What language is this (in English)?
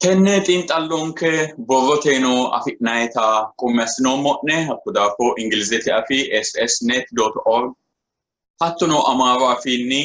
Sidamo